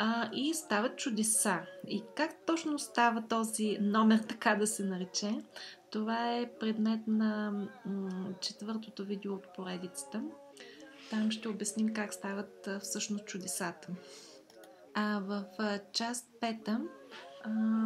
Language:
Bulgarian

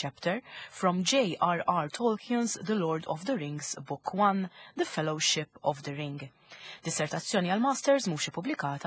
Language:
Maltese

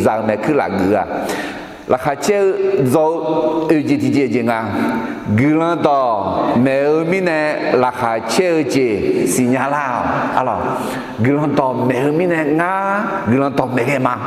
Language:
Akha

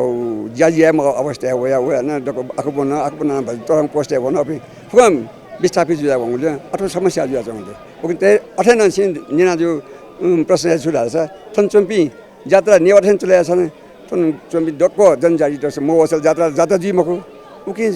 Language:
Newari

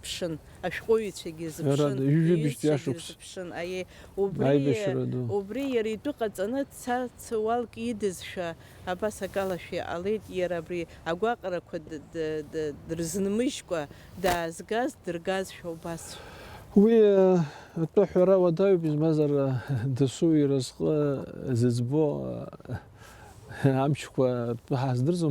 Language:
Abkhazian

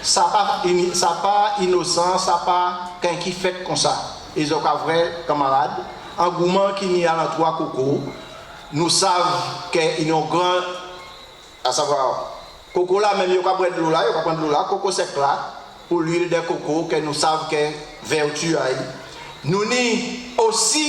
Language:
Guadeloupean Creole French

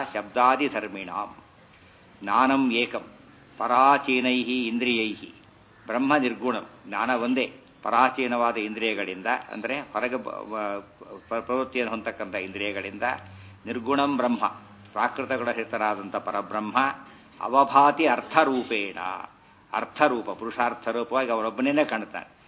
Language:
Kannada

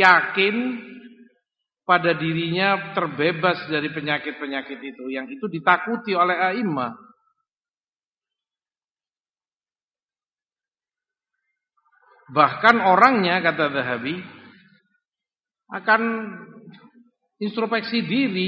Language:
Indonesian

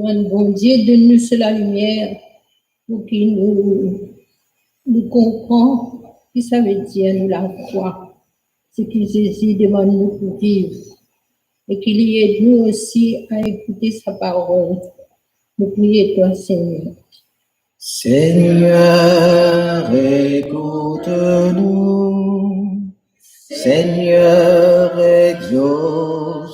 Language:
Morisyen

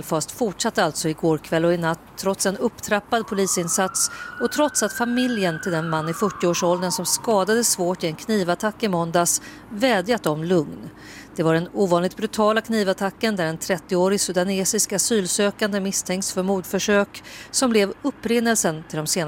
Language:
Swedish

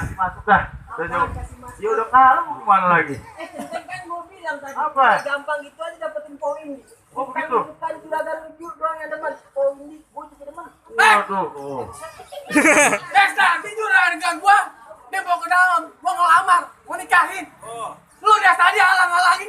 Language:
Betawi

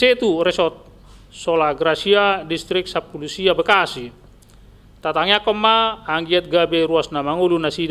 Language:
Batak Toba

